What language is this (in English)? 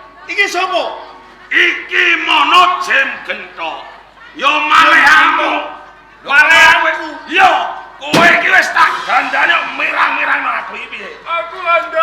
Javanese